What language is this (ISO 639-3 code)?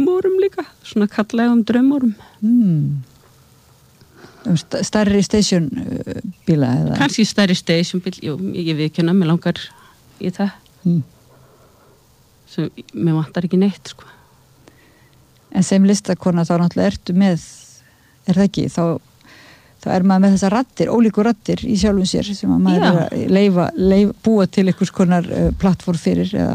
isl